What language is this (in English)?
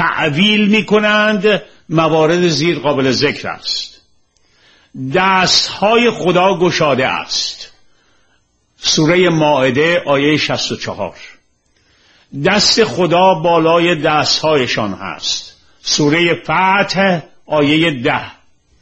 Persian